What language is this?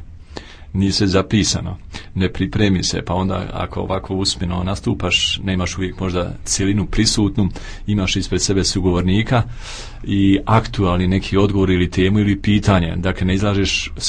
Croatian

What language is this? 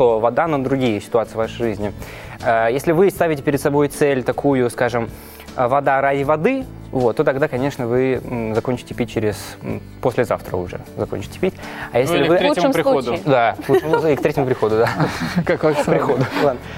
Russian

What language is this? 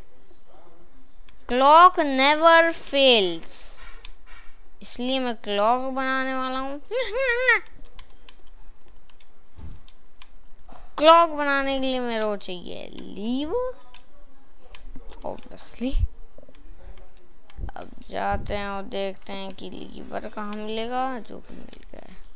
Hindi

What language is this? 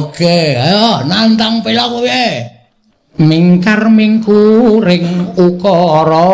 Javanese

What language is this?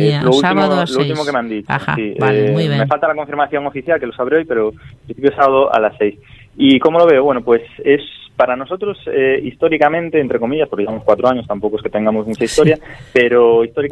Galician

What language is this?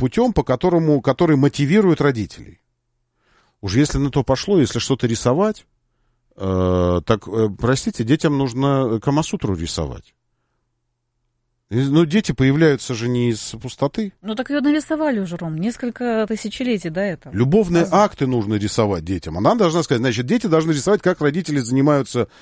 Russian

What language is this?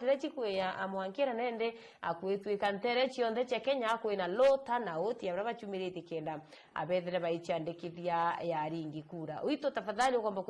Meru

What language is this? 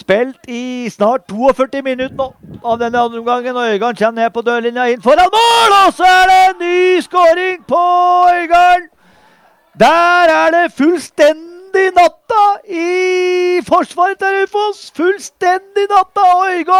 Norwegian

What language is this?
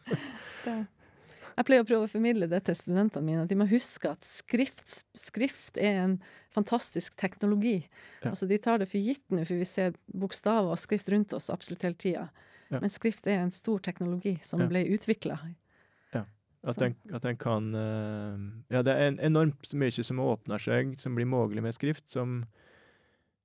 Norwegian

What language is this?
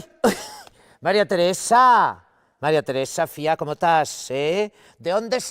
Asturian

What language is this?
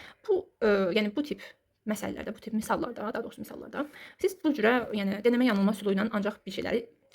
Azerbaijani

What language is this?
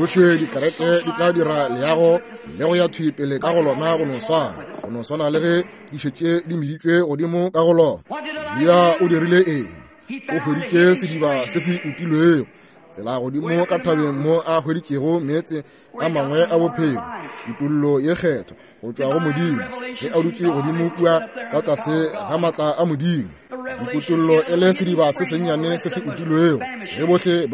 Northern Sotho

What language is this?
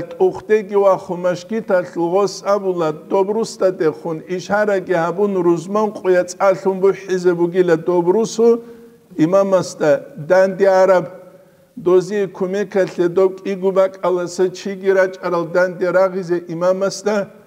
Avaric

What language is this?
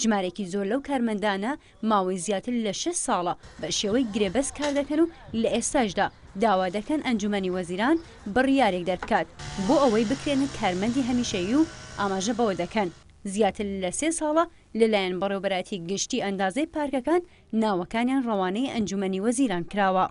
Central Kurdish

